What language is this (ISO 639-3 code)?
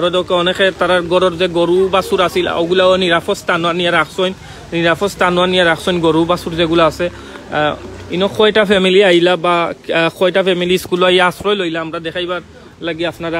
syl